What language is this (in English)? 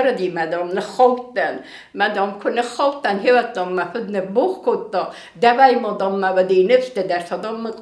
Ossetic